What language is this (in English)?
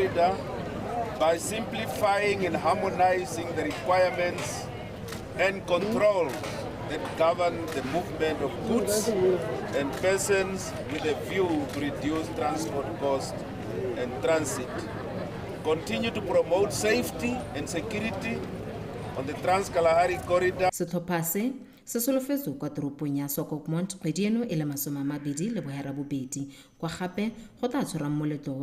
Tswana